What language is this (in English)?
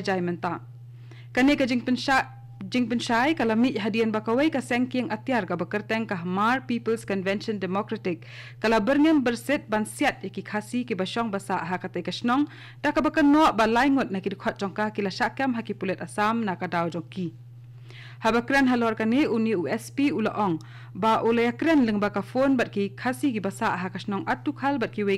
Khasi